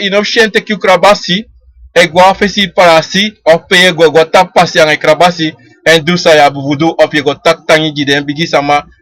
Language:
Sranan Tongo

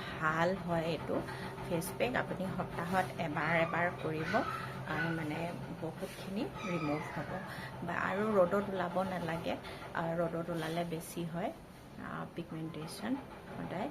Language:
Assamese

